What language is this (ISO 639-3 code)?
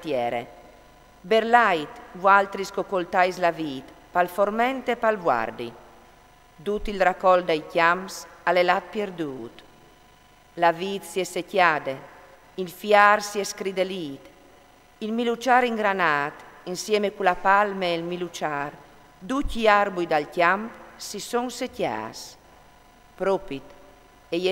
fur